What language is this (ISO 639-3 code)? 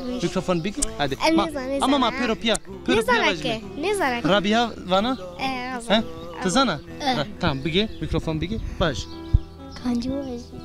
zza